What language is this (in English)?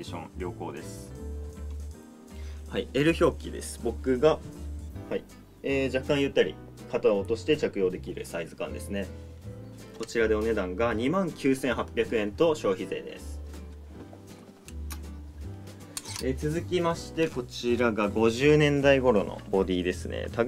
Japanese